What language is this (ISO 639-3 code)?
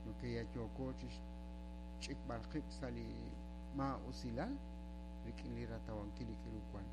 kek